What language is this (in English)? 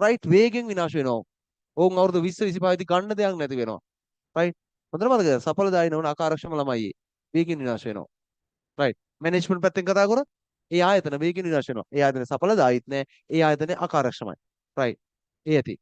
Sinhala